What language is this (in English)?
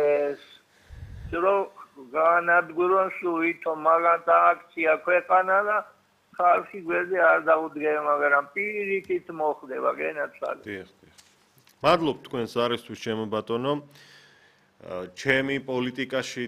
Georgian